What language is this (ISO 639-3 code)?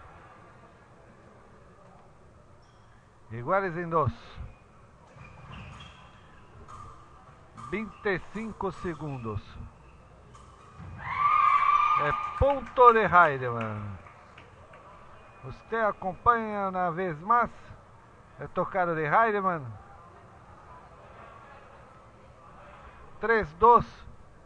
por